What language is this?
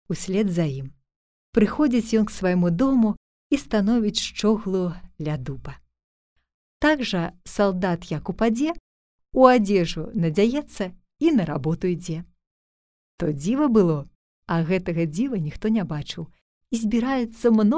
Belarusian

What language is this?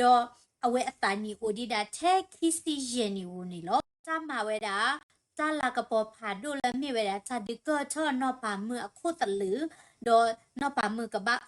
S'gaw Karen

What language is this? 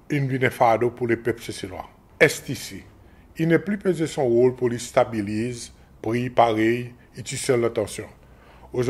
Seselwa Creole French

